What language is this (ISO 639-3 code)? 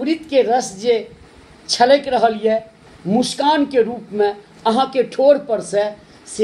mai